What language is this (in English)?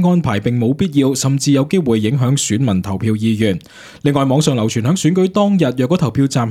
Cantonese